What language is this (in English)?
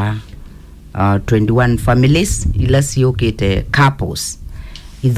Kamba